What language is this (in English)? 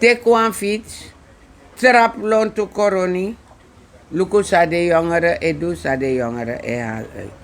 Sranan Tongo